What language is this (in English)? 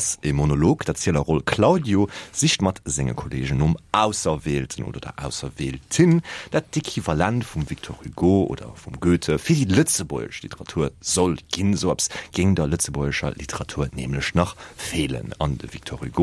Luxembourgish